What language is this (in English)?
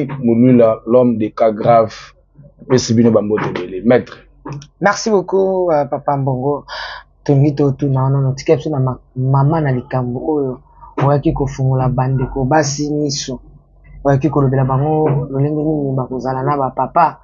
Lingala